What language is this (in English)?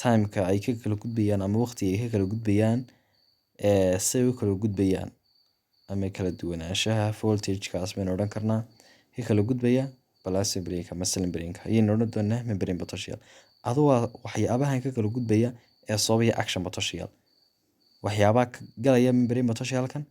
Somali